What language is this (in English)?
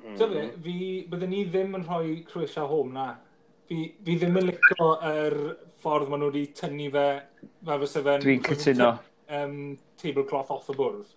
Welsh